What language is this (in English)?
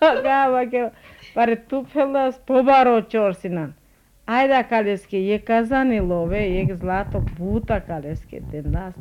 Serbian